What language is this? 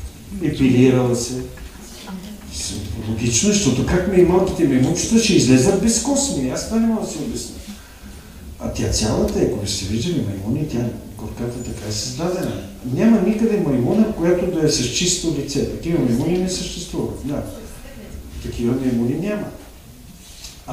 Bulgarian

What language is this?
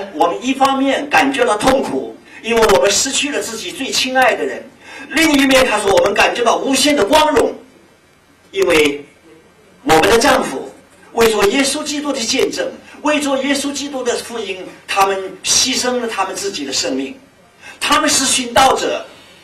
Chinese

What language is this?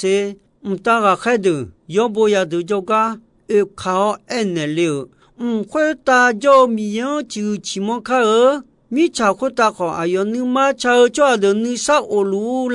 Akha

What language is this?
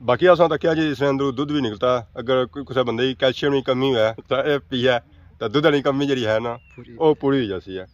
Pahari-Potwari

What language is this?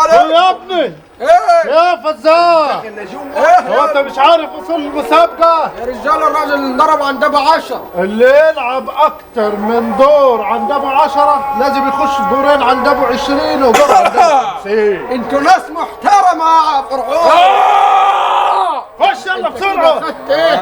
Egyptian Arabic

